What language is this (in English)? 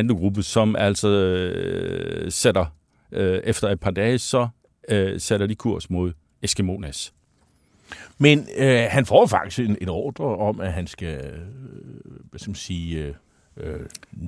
Danish